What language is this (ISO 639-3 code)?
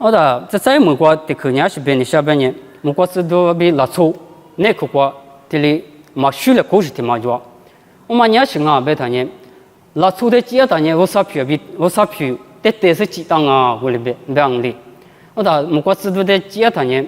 lis